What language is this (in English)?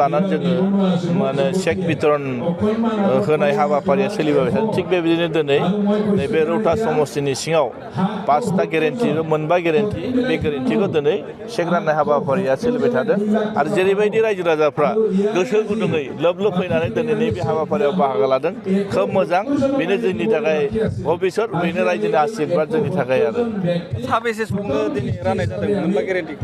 Bodo